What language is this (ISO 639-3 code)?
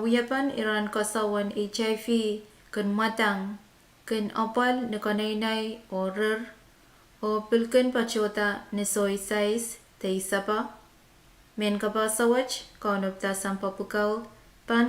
pon